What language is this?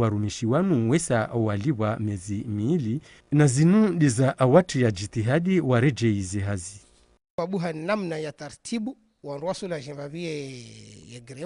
Ngazidja Comorian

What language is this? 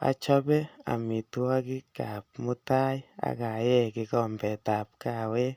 Kalenjin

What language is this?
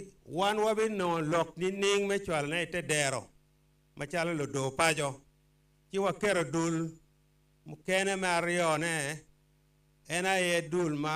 Acoli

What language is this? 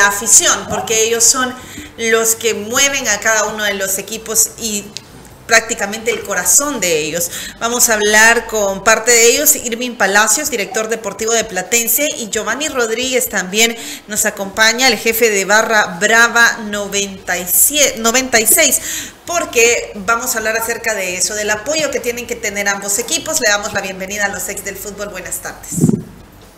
Spanish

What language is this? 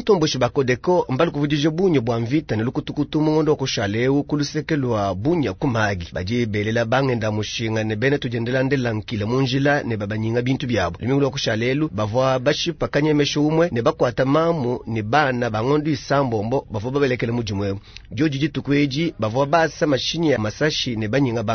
Luba-Lulua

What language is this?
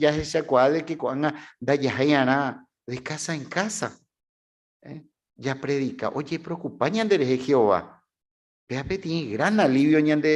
Guarani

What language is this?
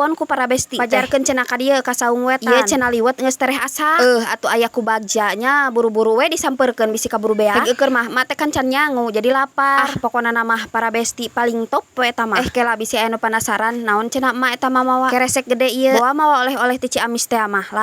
Sundanese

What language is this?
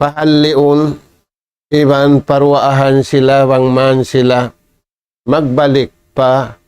Tausug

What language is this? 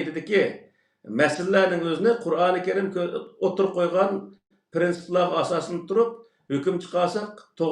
Uyghur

